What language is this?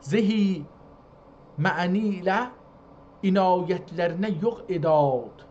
South Azerbaijani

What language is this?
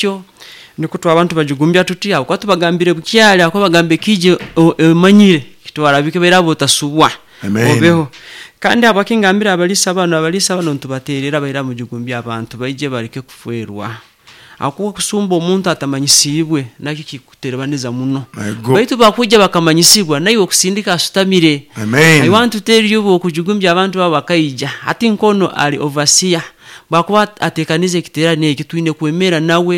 Nyoro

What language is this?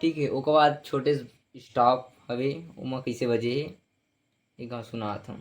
Chhattisgarhi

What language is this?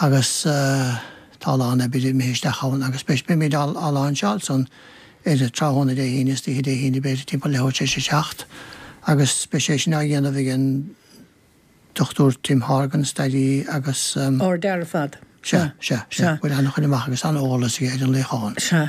Irish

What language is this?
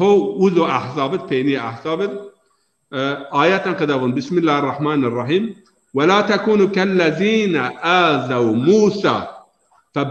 Zaza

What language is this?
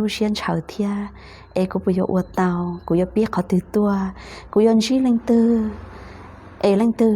Hmong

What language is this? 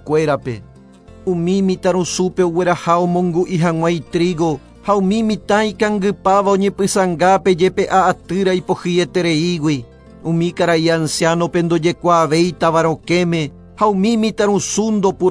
Guarani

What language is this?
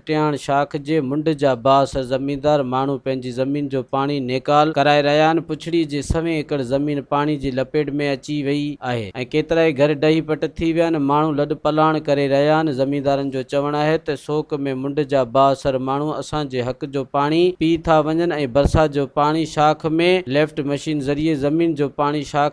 Sindhi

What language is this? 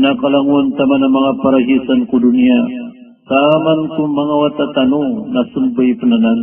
Maranao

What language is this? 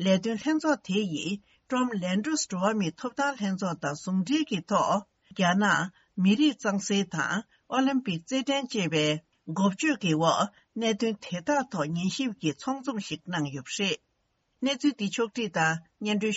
Tibetan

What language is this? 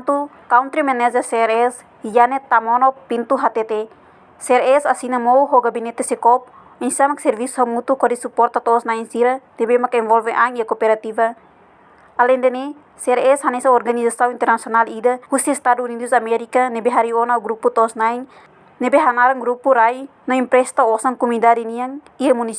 Tetum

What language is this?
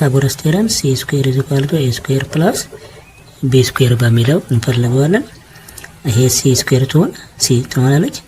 Amharic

